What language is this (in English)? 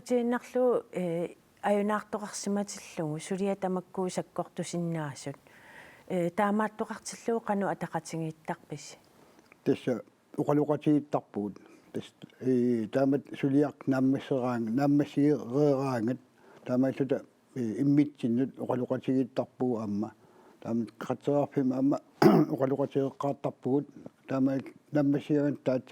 Kalaallisut